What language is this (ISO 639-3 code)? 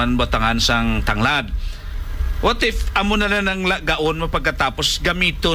hil